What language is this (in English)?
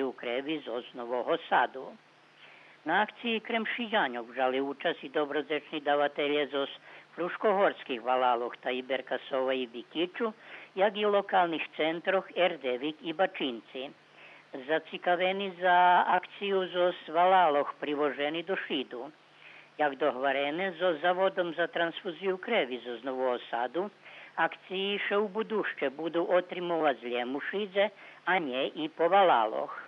Rusyn